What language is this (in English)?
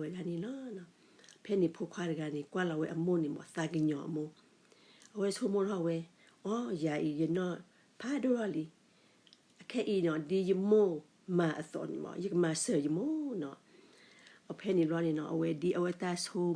S'gaw Karen